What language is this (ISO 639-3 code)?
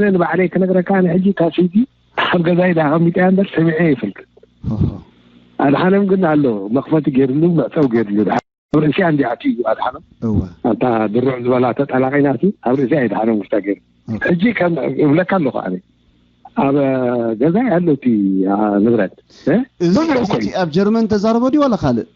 tir